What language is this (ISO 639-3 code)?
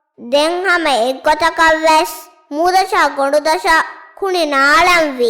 div